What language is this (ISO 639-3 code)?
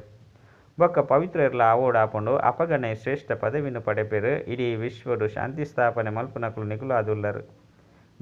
tcy